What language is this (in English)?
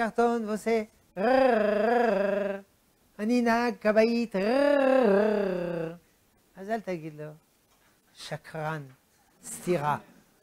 Hebrew